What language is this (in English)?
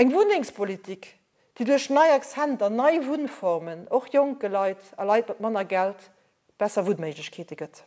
Luxembourgish